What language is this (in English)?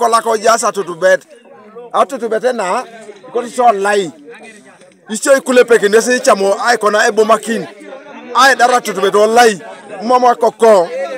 Teso